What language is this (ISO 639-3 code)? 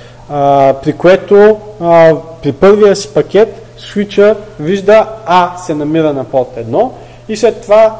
bul